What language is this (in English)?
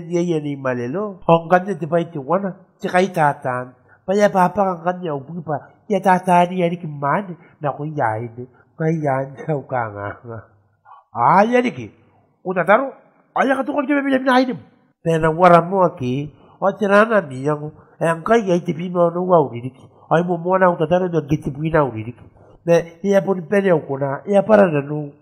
Gilbertese